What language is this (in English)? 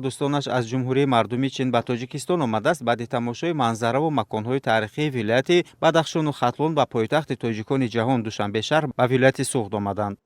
Tajik